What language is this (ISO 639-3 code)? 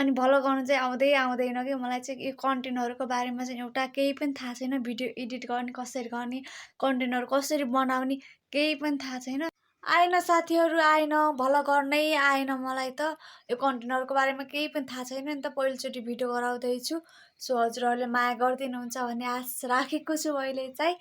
nep